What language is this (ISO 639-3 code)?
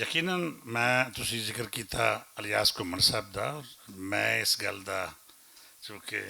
lah